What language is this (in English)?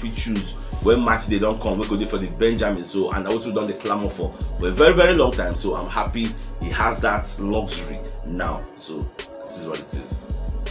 Nigerian Pidgin